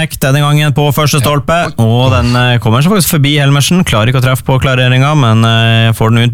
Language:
Norwegian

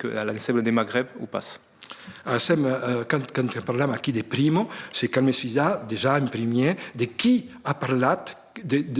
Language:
Occitan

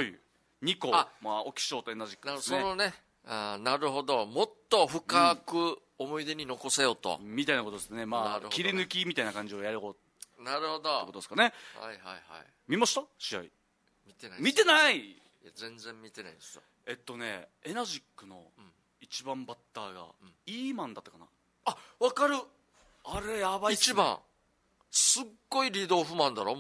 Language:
Japanese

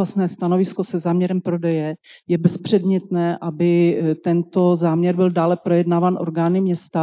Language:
Czech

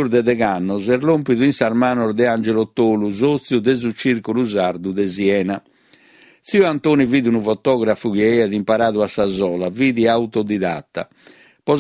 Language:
Sardinian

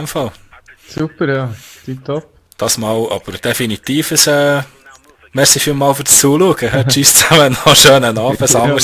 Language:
Swiss German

